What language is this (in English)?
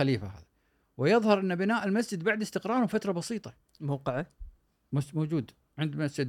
Gulf Arabic